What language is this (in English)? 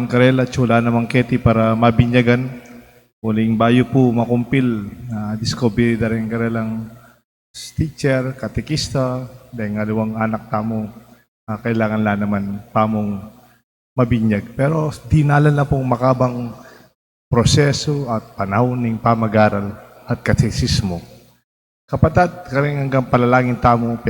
Pampanga